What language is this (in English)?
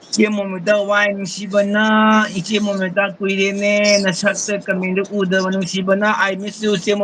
Manipuri